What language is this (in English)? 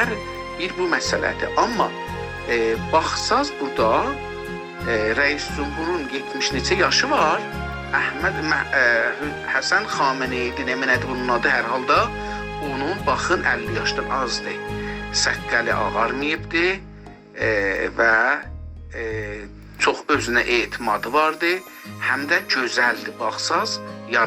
South Azerbaijani